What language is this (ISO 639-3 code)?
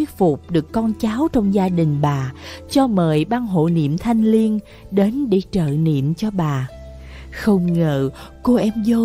vie